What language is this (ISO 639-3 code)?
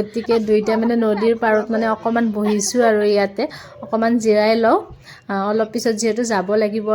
asm